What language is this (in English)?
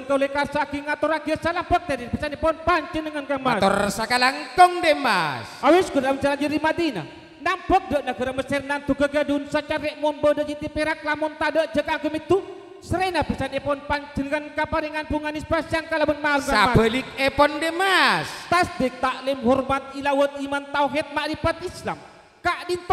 Madurese